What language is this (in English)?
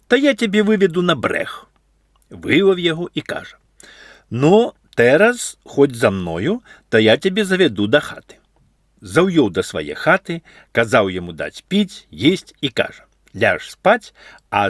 Belarusian